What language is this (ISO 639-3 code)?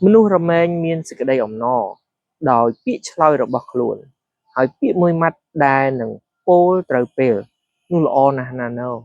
khm